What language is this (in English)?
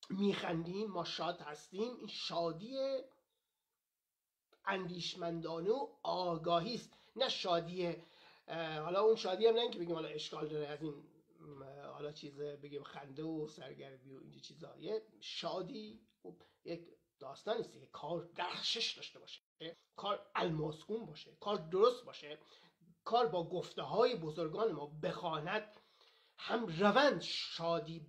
Persian